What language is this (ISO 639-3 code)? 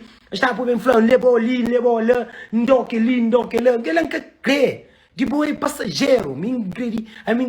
kea